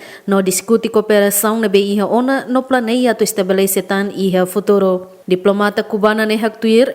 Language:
Tetum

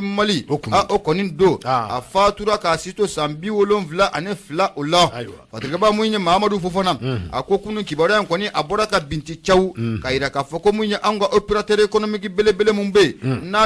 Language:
Bambara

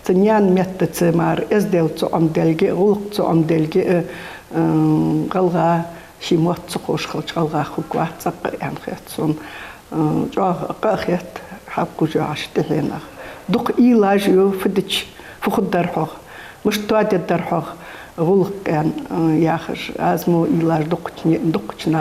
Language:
Ingush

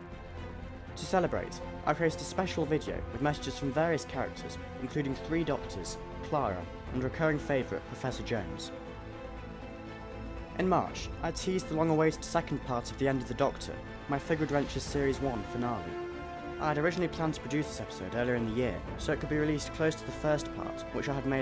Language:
English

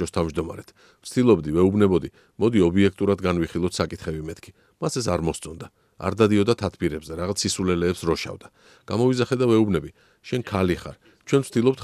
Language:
Georgian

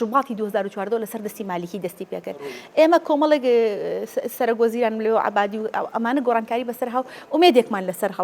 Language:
Central Kurdish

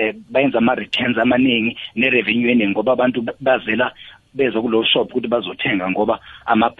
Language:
South Ndebele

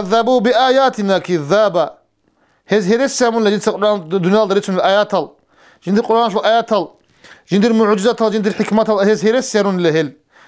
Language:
Avaric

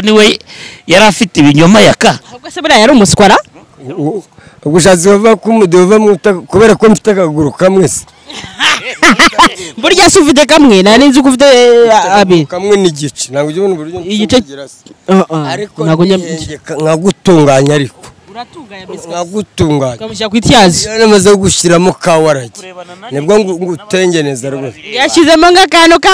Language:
Kinyarwanda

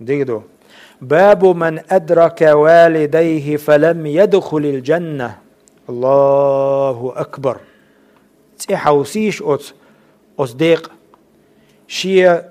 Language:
Chechen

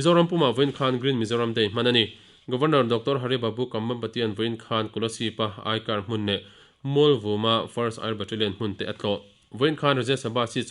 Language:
Mizo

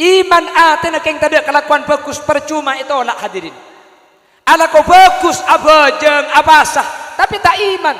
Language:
Madurese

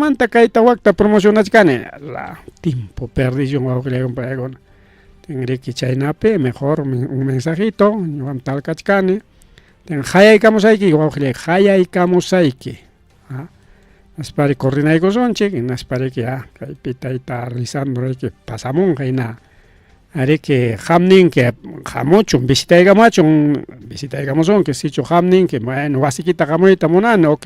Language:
Ayacucho Quechua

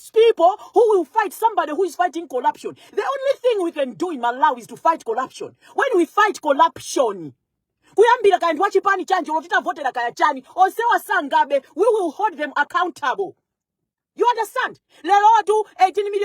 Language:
Nyanja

